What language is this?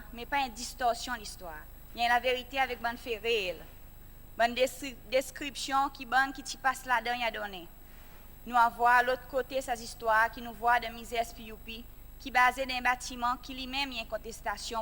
Seselwa Creole French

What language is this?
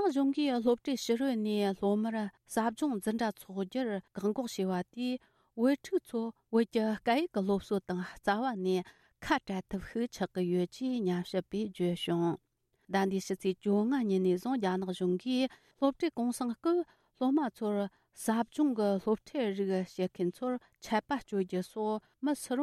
Tibetan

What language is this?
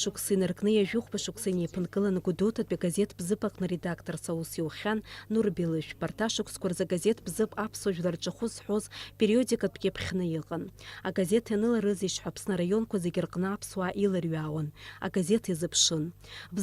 Abkhazian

